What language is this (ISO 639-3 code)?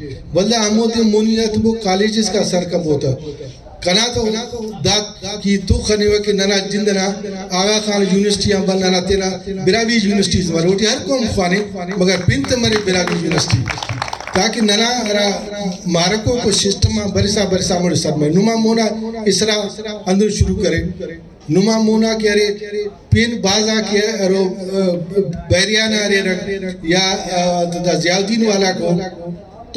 brh